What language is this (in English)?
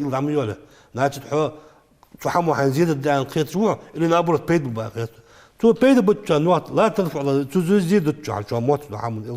Ingush